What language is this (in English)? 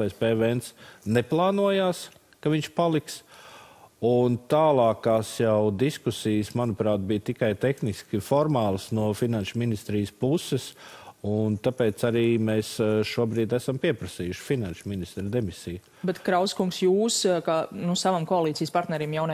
Latvian